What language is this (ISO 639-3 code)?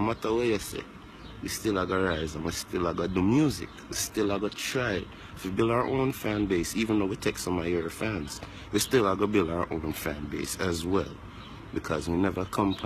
jam